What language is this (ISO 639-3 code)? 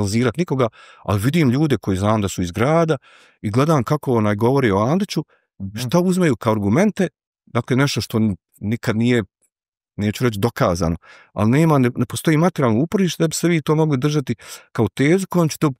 bos